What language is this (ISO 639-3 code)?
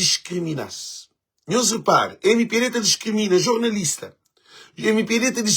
kea